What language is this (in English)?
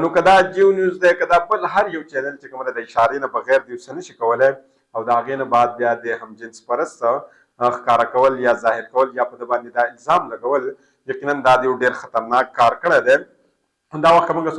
Pashto